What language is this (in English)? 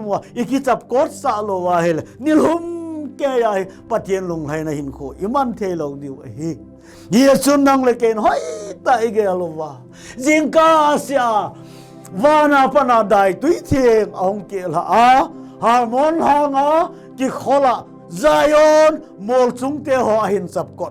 Thado Chin